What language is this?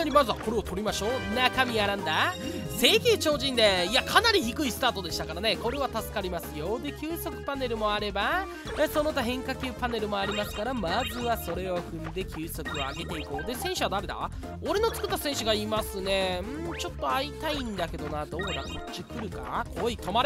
Japanese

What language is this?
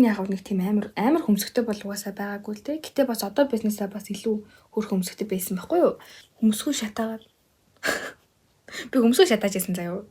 Mongolian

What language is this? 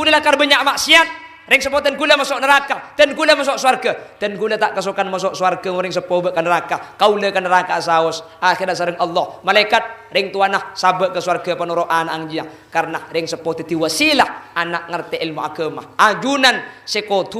Madurese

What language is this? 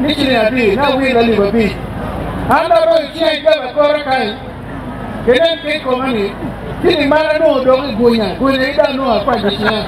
Acoli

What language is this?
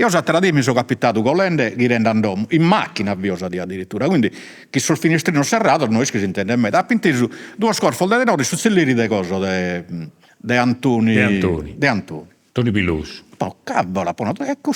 Sardinian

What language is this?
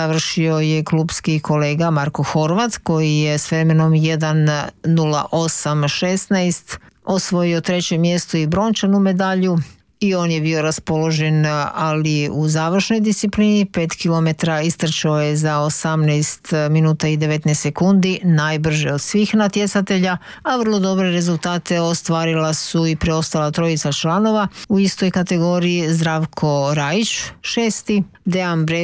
Croatian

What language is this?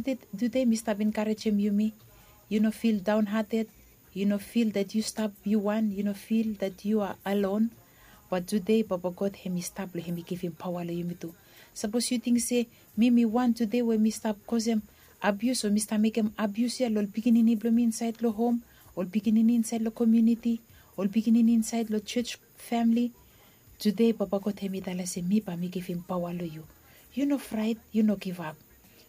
Bislama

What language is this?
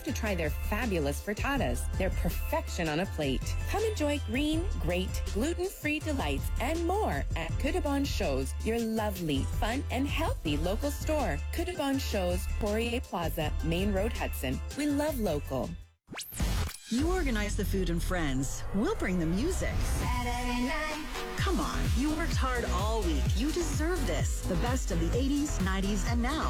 English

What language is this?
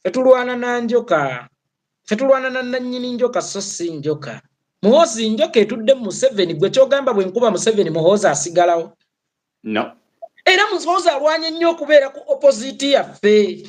Ganda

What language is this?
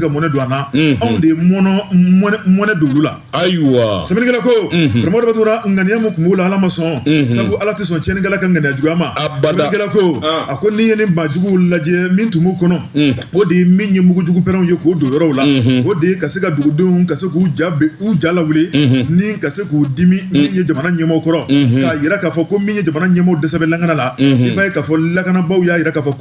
Bambara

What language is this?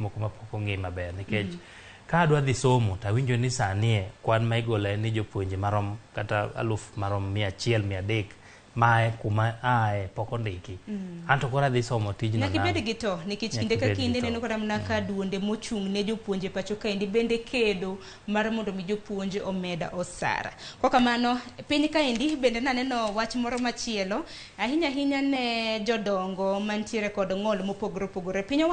Luo (Kenya and Tanzania)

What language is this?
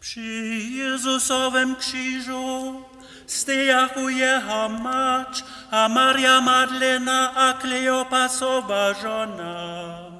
Upper Sorbian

